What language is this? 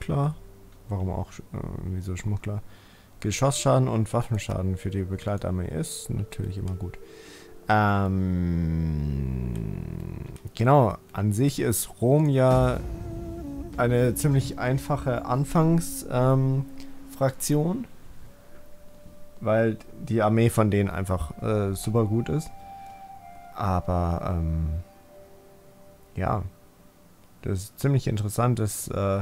German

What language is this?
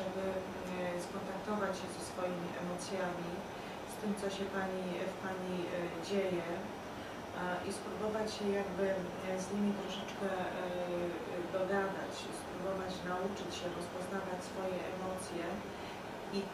Polish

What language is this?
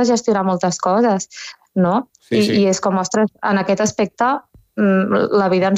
Catalan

